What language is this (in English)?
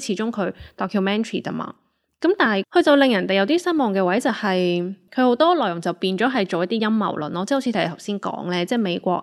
Cantonese